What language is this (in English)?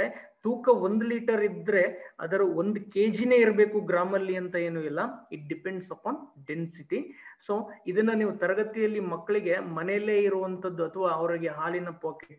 Kannada